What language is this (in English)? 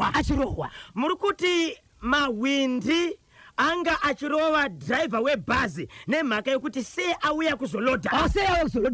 Shona